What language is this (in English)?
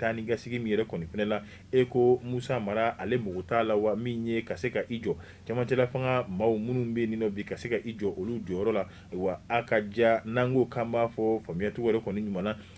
Bambara